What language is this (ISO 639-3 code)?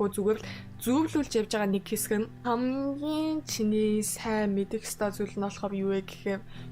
mon